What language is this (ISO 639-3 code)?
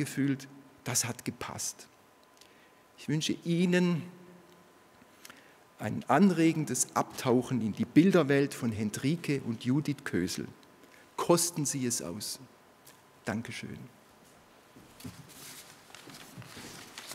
deu